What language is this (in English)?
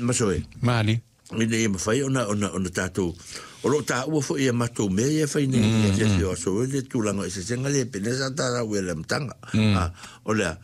Samoan